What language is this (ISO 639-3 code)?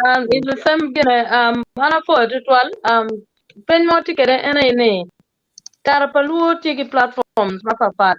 ach